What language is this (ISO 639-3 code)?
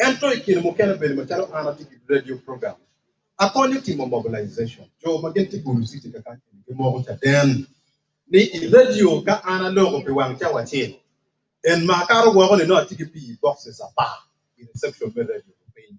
ach